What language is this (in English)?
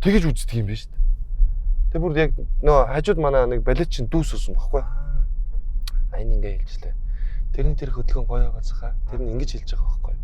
Mongolian